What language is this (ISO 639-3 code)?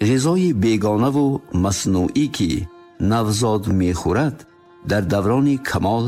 tgk